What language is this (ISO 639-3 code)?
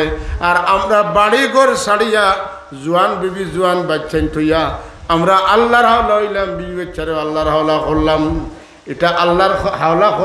syl